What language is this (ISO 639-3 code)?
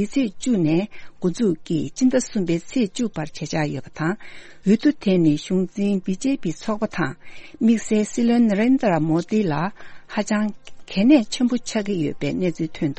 bod